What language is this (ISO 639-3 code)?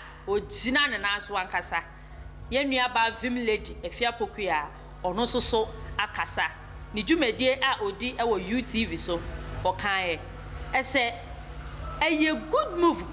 aka